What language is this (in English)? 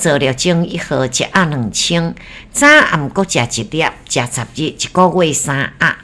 Min Nan Chinese